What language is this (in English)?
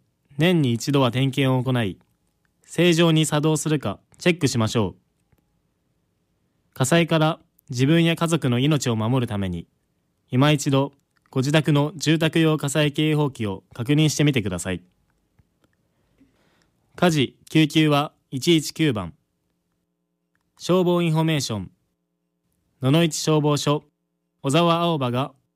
Japanese